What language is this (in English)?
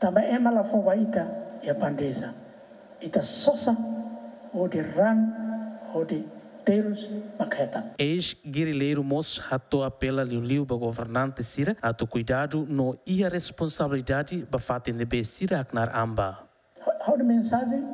Tetum